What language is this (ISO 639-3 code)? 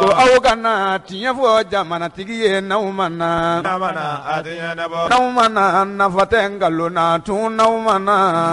bam